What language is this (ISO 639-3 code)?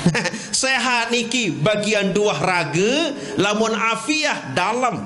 sas